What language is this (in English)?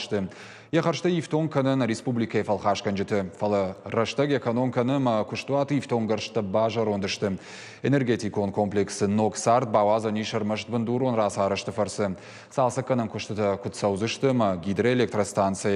Ossetic